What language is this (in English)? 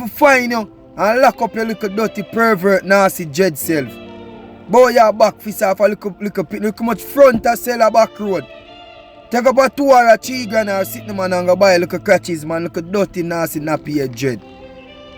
Jamaican Creole English